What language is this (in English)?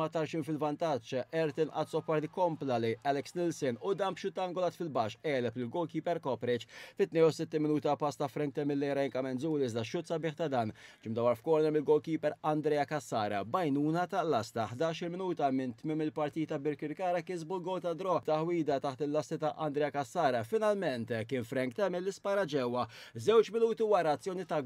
Maltese